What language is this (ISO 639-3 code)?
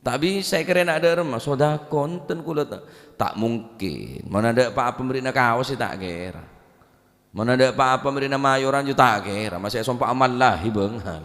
mad